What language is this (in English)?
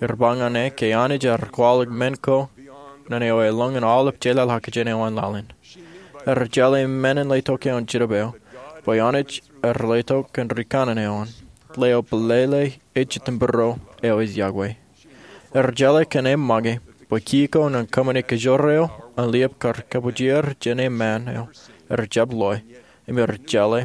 Marshallese